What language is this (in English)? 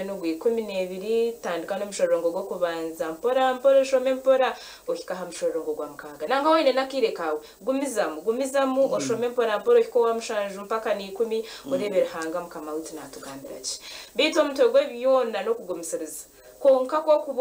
Nyankole